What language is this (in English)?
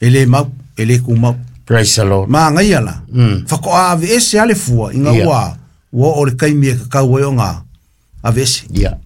Samoan